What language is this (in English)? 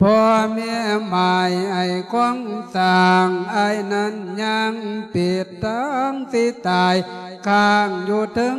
Lao